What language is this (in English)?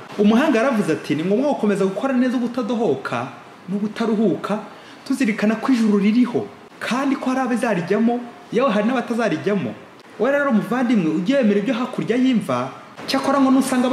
Kinyarwanda